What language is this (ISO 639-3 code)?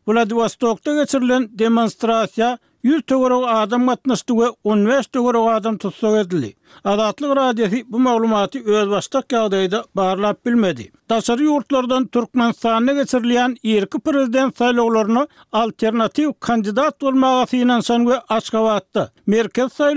tuk